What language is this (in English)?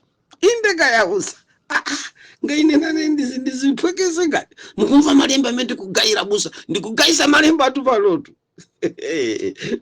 Nyanja